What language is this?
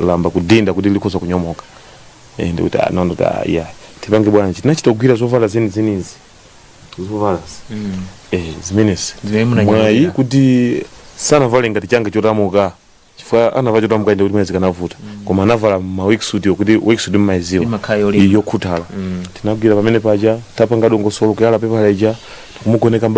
Nyanja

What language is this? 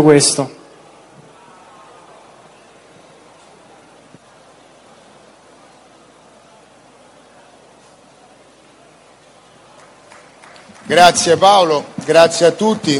Italian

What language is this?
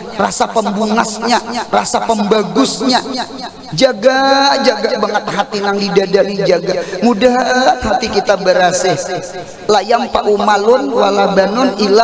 Banjar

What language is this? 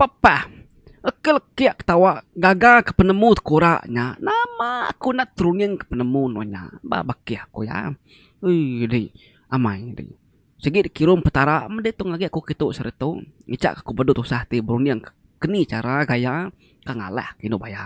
Iban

